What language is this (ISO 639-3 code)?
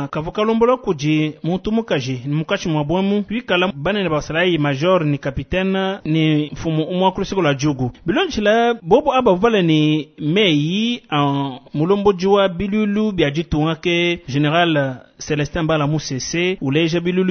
lua